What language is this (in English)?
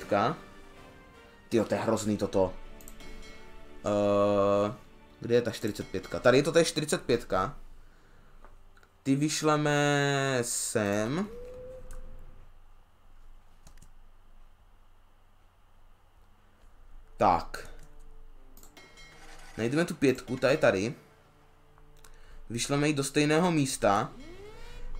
Czech